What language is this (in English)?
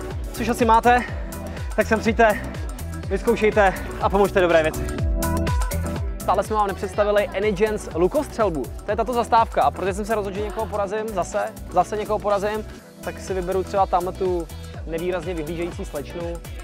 Czech